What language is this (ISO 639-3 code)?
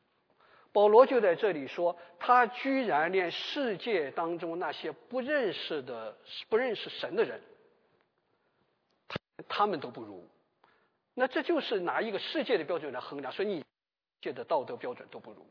zho